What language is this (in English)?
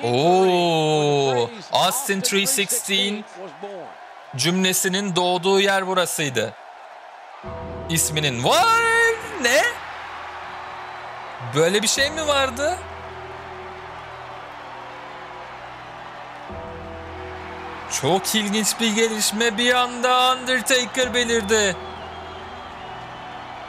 Turkish